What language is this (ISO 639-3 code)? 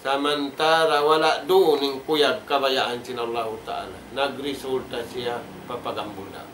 tsg